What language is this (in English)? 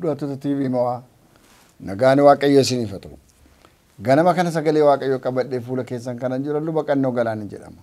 Oromo